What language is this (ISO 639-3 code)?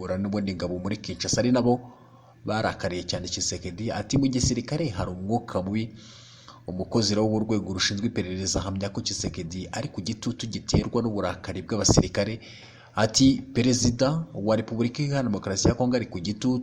kin